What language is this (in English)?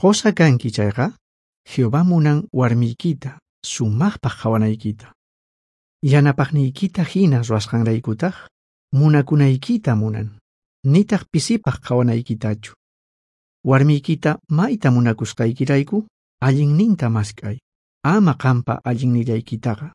South Bolivian Quechua